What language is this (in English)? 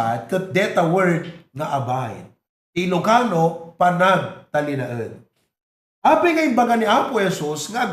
Iloko